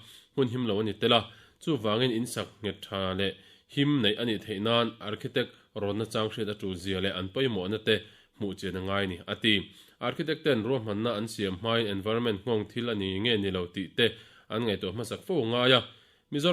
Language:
Mizo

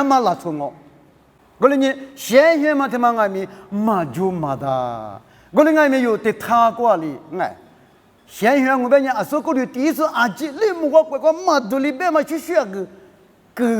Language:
Lisu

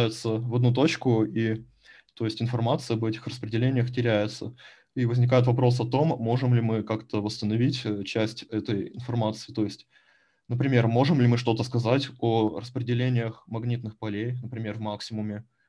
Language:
Russian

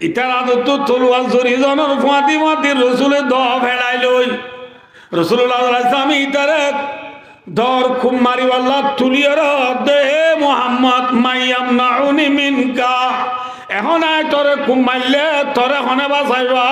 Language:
Rohingya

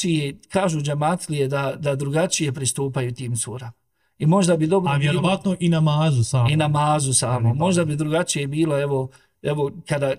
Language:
Bosnian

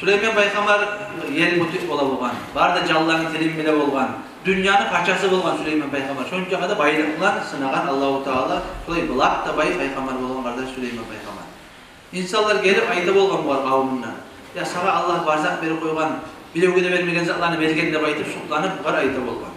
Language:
Kumyk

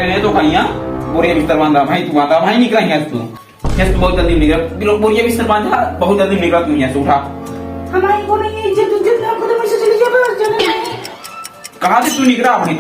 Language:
Awadhi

